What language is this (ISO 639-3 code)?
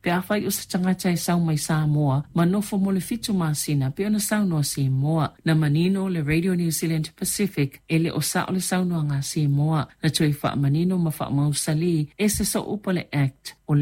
smo